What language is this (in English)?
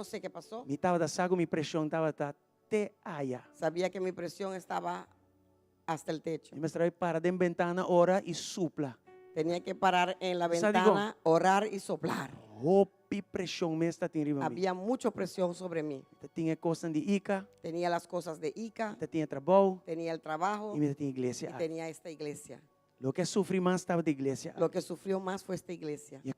Papiamento